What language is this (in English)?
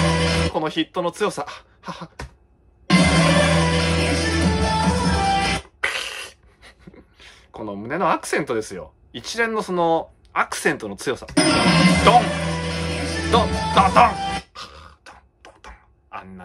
Japanese